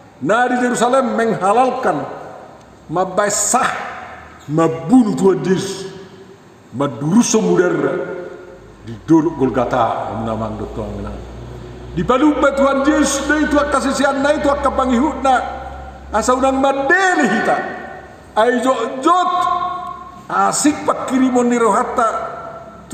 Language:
Batak Toba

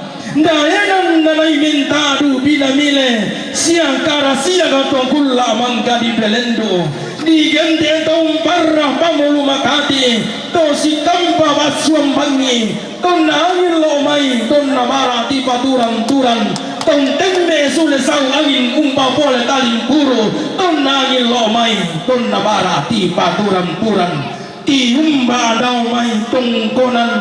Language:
Toraja-Sa'dan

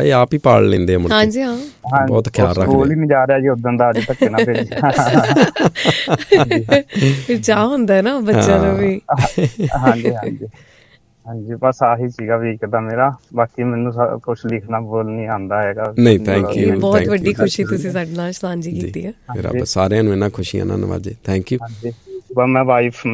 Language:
Punjabi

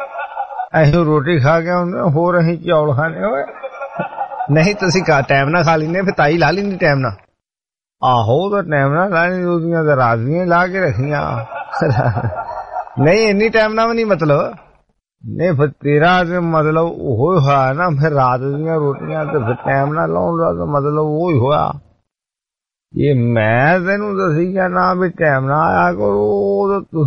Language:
Punjabi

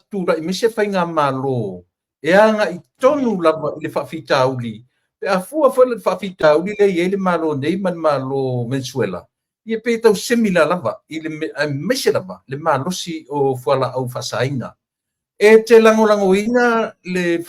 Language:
Samoan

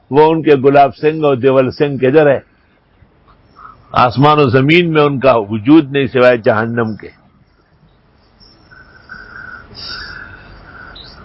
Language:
Urdu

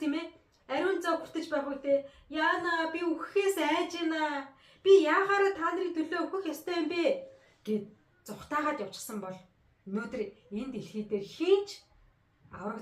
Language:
Mongolian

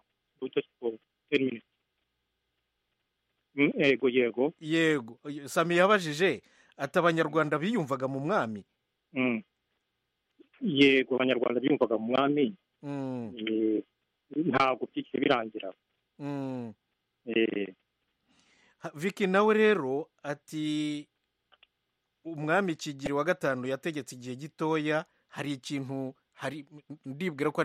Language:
Kinyarwanda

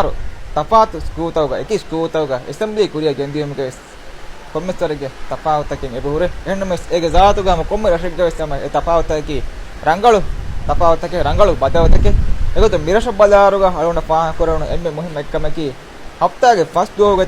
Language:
Divehi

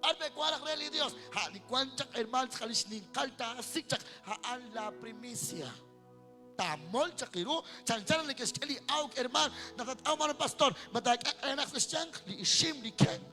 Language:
Kekchí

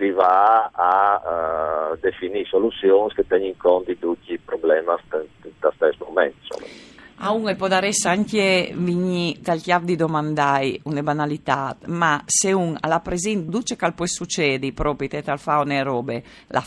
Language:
Friulian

